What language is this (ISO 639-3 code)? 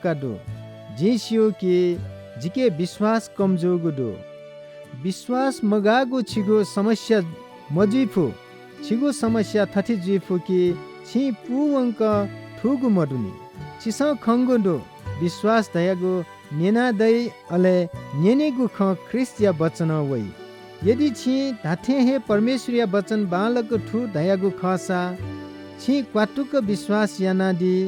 new